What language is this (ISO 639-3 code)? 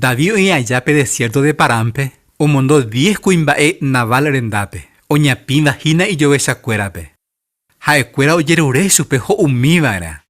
grn